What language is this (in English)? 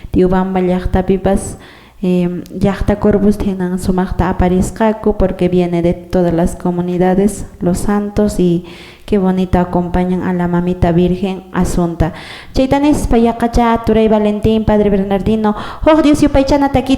Quechua